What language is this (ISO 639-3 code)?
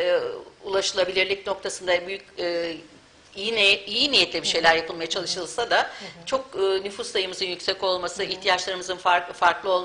tur